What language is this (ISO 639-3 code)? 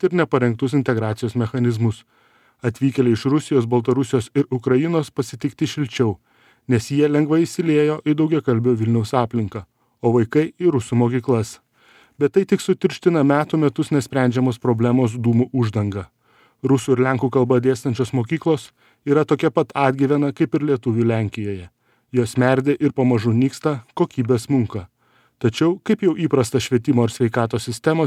lit